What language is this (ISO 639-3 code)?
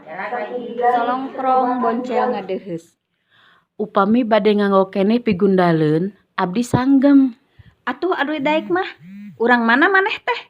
sun